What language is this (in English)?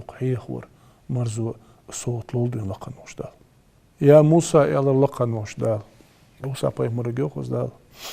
Ingush